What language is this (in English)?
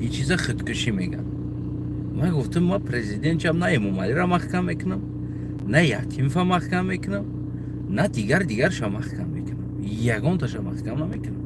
Tajik